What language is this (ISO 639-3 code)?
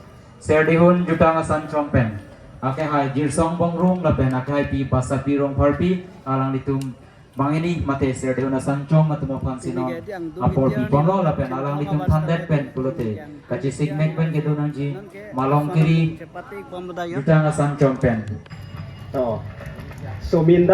mjw